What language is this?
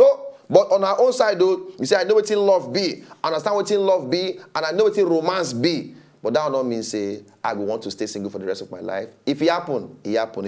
Nigerian Pidgin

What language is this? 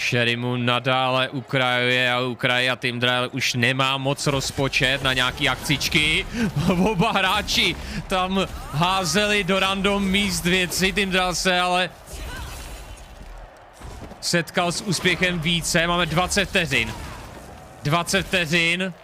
Czech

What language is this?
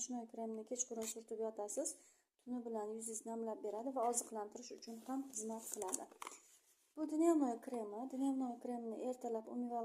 Uzbek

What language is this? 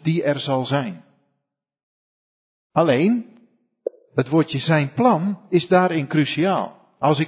Dutch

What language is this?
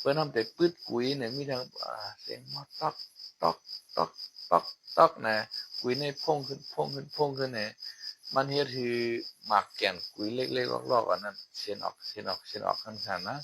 Shan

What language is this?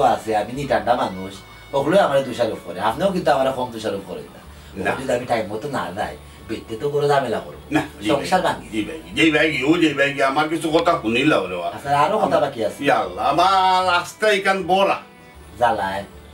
Sylheti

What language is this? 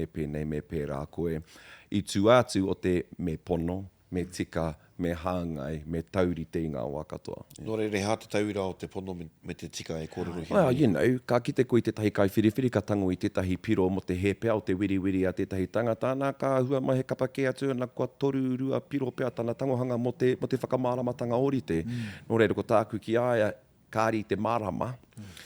Māori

